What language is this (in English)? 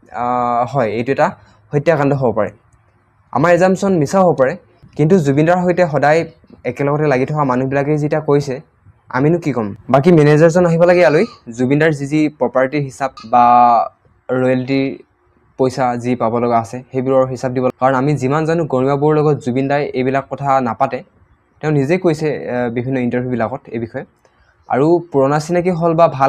Assamese